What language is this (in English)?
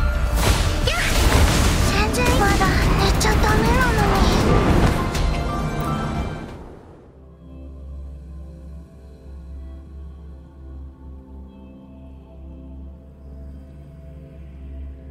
Japanese